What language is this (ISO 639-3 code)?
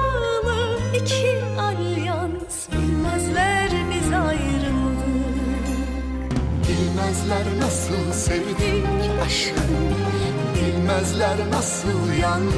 tur